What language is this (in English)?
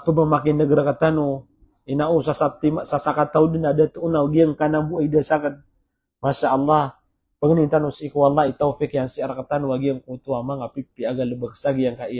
Maranao